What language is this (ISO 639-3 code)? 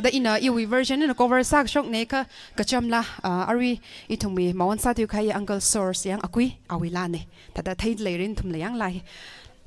nmf